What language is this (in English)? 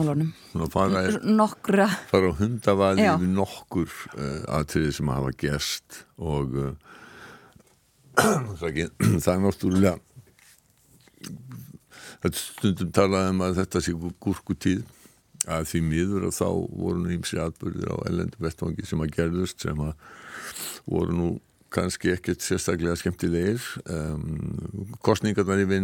Icelandic